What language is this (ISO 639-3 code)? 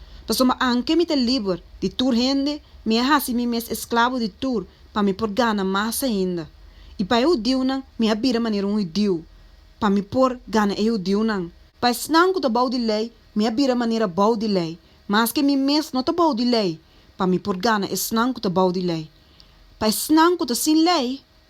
pap